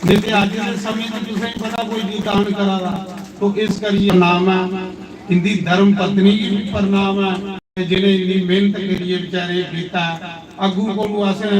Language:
Dogri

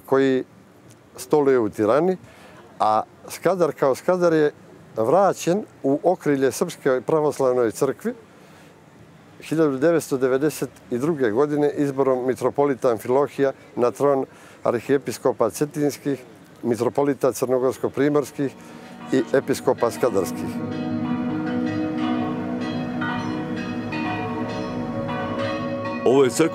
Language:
Serbian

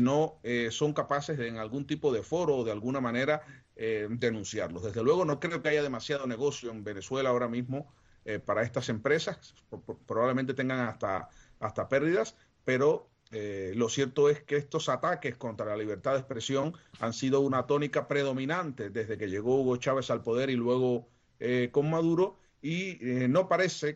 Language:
Spanish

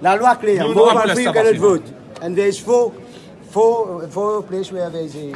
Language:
Morisyen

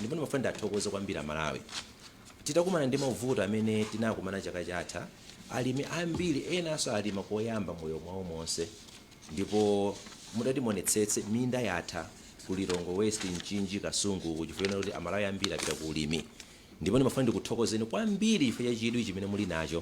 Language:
Nyanja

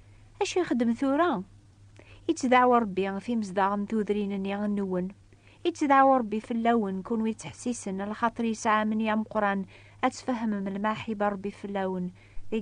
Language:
Kabyle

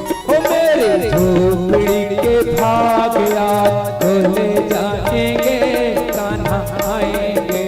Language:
Chhattisgarhi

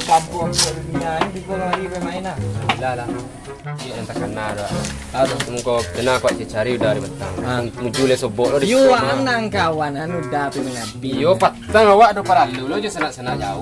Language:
Minangkabau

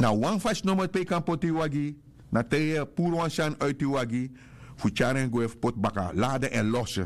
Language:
Sranan Tongo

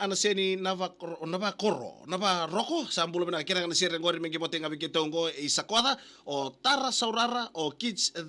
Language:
Fijian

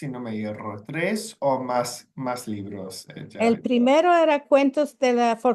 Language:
Ladino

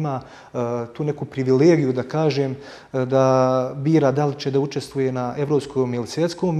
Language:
Bosnian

